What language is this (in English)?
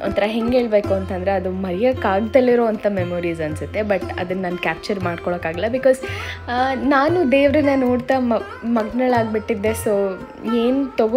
Kannada